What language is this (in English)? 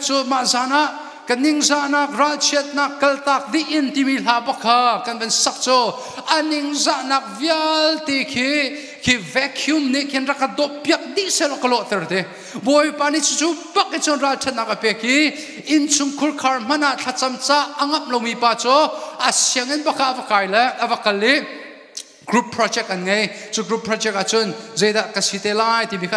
Hakha Chin